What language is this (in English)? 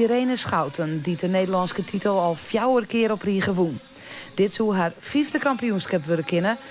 Western Frisian